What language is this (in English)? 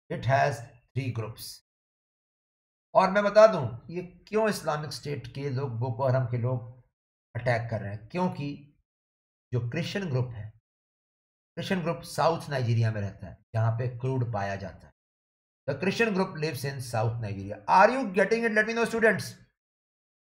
Hindi